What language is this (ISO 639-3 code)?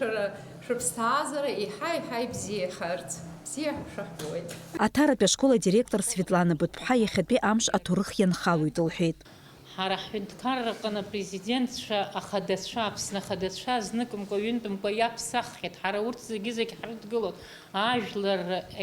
abk